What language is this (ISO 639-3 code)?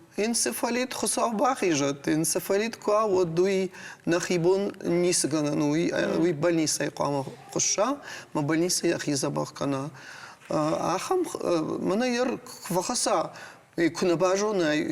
oss